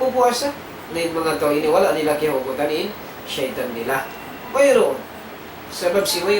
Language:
Tausug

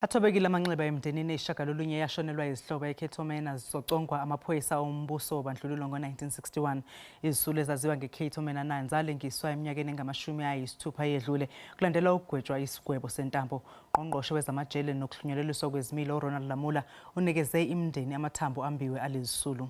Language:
Zulu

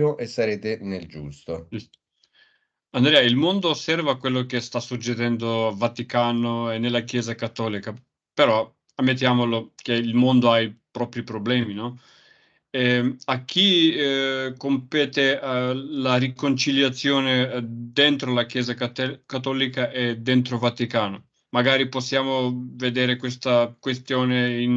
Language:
Italian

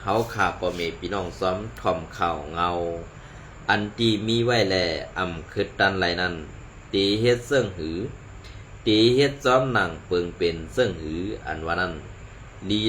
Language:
Shan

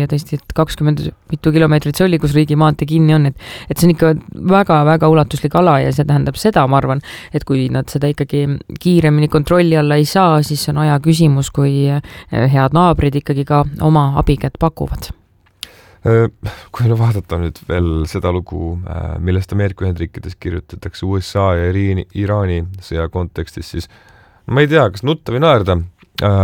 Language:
Estonian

